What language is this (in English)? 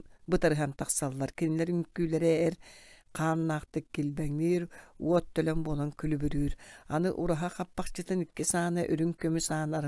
Yakut